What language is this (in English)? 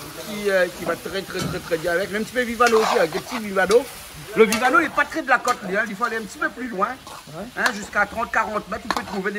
Réunion Creole French